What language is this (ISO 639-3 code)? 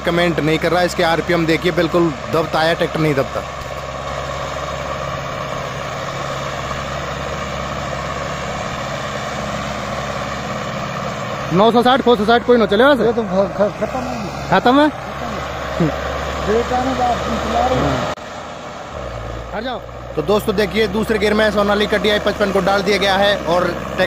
hin